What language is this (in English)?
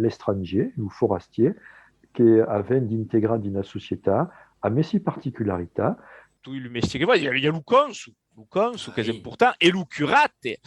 Occitan